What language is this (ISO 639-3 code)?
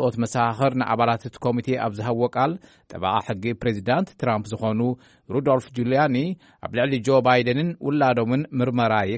tir